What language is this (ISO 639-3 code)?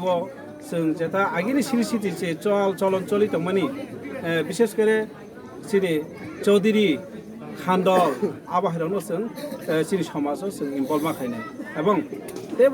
trp